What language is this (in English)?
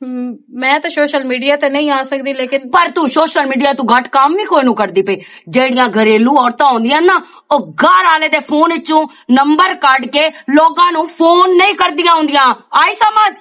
Western Panjabi